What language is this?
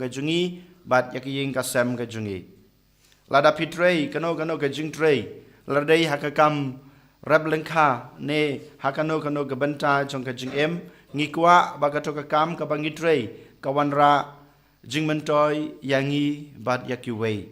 Khasi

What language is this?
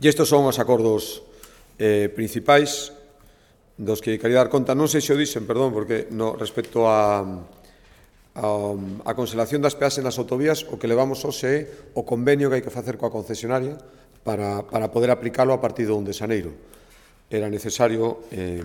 Galician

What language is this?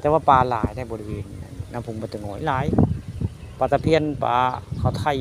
Northeastern Thai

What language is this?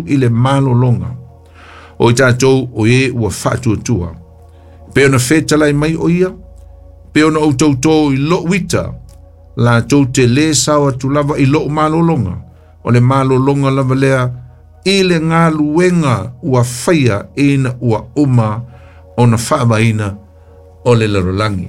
Samoan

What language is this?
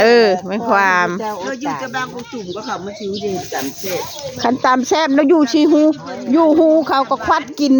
Northeastern Thai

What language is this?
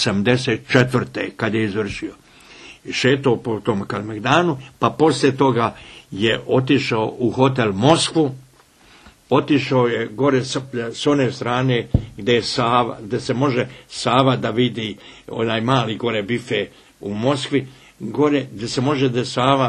Serbian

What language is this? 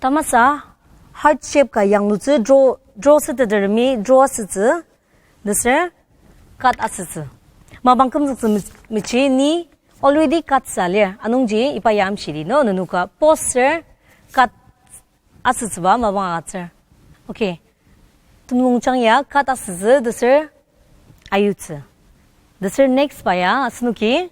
Ao Naga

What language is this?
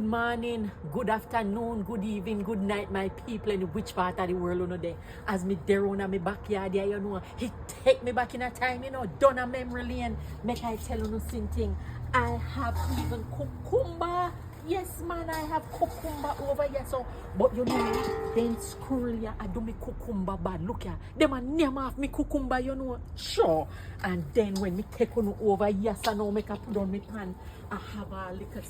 Jamaican Creole English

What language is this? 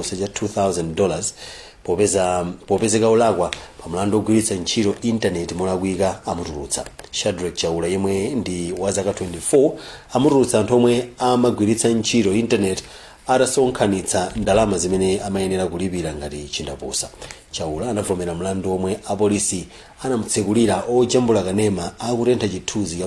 Nyanja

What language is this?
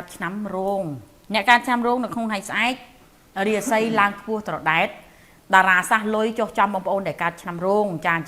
Khmer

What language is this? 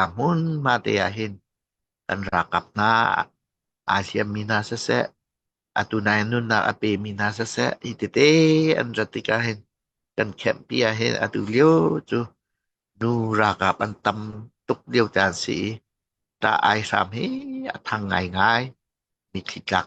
Hakha Chin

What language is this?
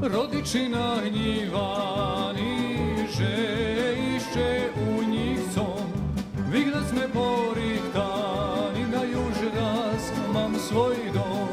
Rusyn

